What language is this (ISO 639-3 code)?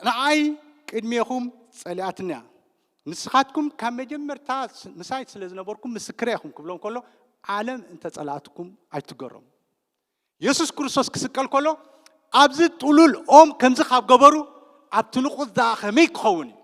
tir